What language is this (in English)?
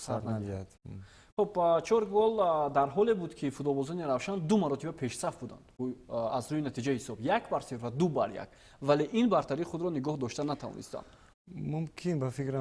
Tajik